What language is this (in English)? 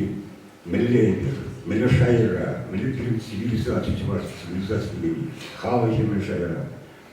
Chuvash